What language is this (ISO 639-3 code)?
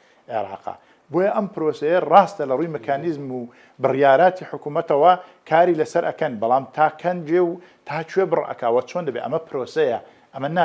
ckb